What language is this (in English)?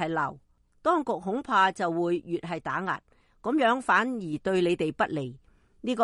Cantonese